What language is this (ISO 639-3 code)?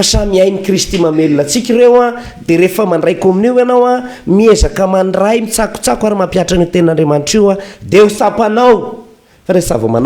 mlg